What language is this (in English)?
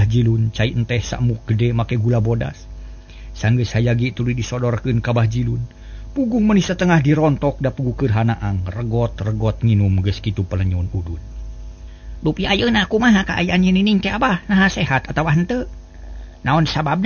Sundanese